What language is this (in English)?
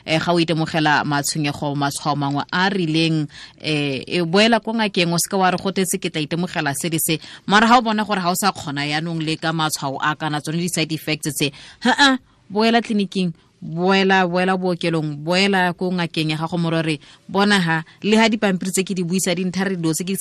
Tswana